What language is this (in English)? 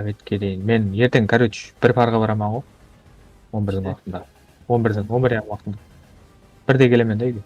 Kara-Kalpak